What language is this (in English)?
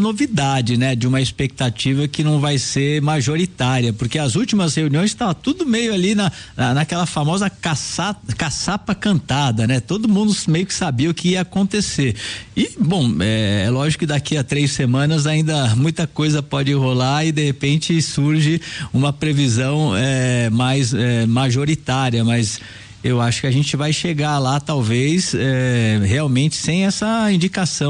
Portuguese